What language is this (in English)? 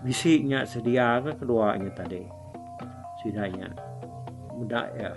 Iban